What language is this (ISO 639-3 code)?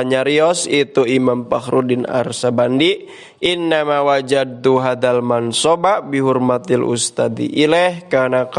sun